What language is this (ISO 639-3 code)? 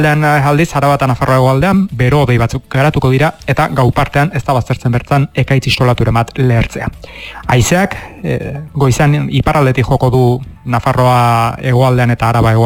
eus